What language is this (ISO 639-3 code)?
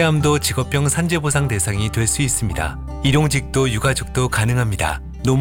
kor